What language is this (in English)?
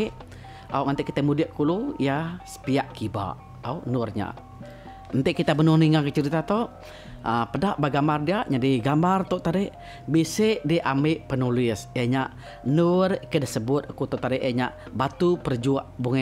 Iban